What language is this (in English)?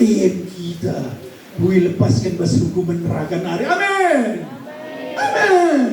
Batak Karo